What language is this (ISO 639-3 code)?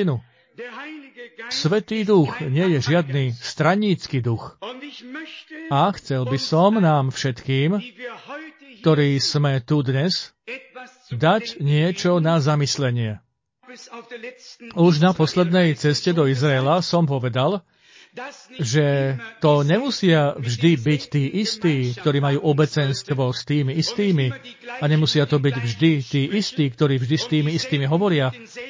slk